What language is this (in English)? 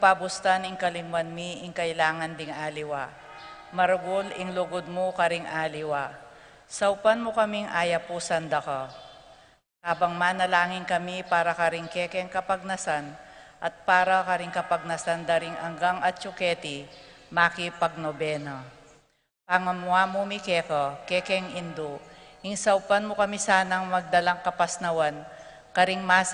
Pampanga